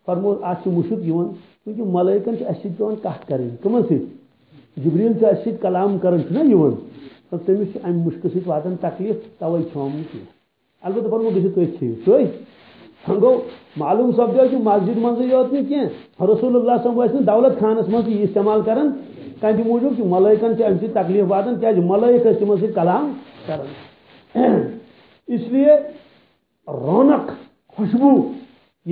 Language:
Kashmiri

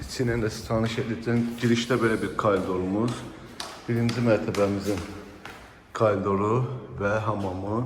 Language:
Azerbaijani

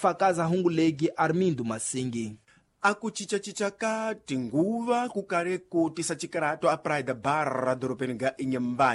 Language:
Tsonga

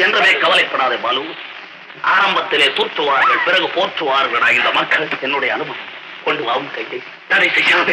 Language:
Tamil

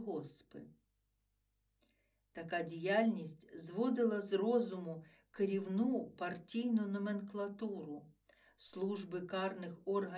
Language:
Ukrainian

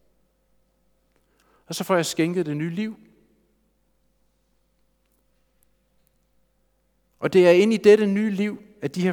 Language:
Danish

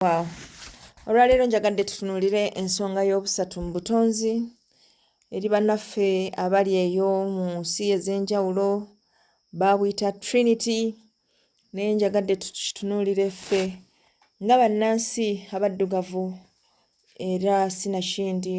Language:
Ganda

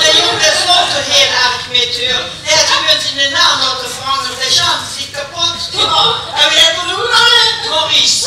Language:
Limburgish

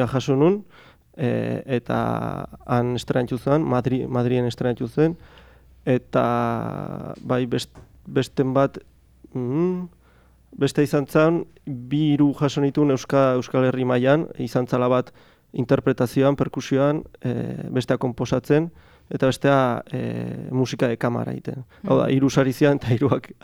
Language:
Basque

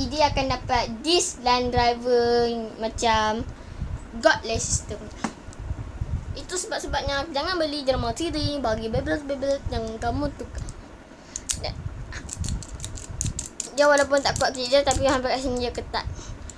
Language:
Malay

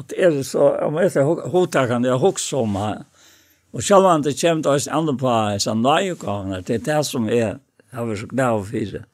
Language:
Faroese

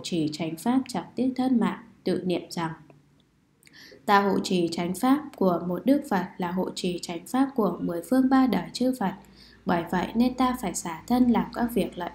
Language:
Vietnamese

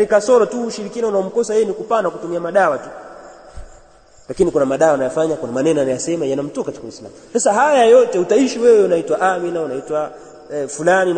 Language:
Swahili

